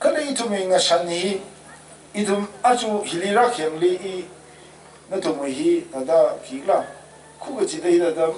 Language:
Tangkhul Naga (India)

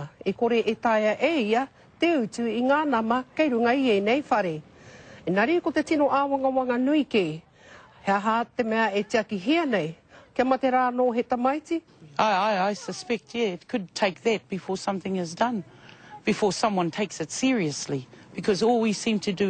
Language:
Māori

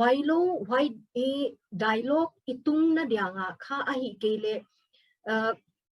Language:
Paite Chin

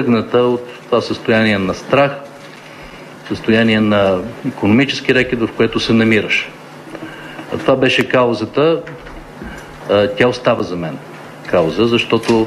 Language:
Bulgarian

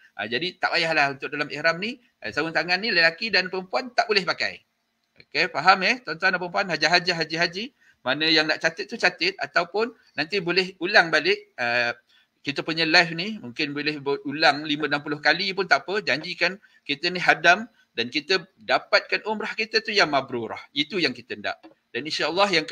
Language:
Malay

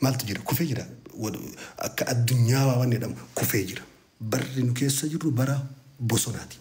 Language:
Oromo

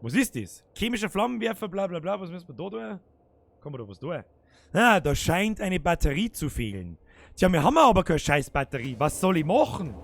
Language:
Bavarian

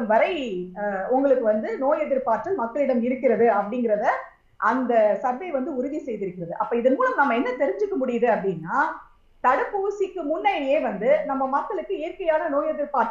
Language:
Tamil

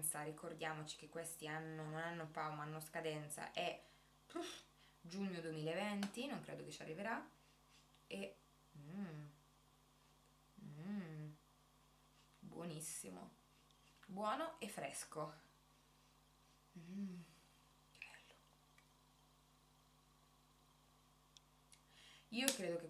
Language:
Italian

